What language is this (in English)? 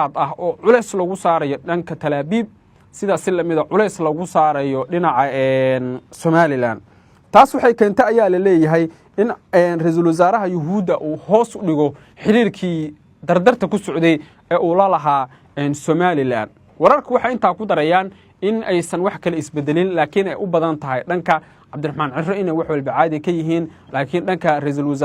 Somali